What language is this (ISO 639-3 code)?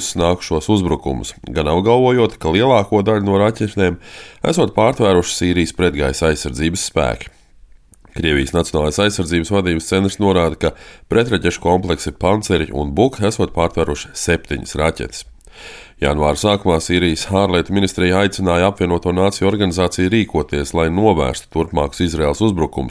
lav